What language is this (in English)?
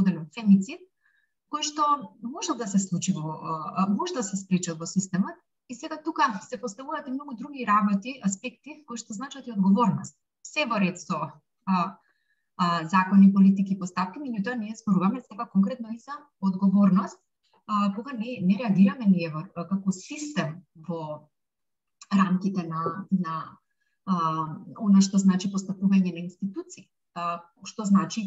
Macedonian